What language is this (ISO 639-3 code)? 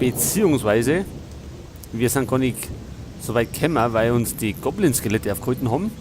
bar